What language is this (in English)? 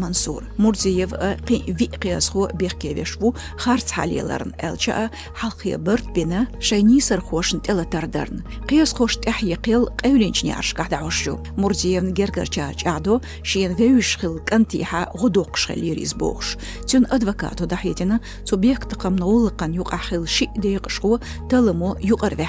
Chechen